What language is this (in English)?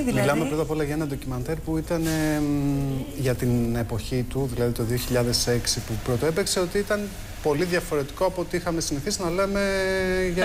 Greek